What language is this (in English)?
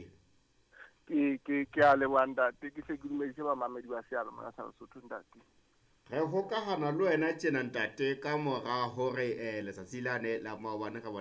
Southern Sotho